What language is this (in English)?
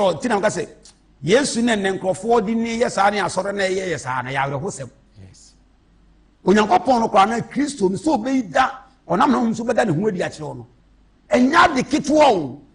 Akan